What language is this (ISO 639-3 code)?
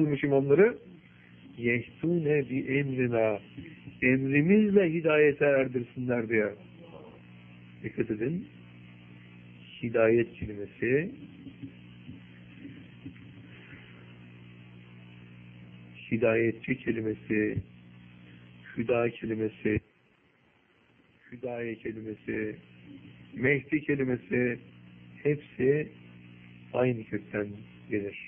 tur